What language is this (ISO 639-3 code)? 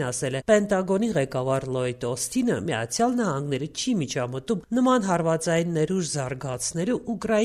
hye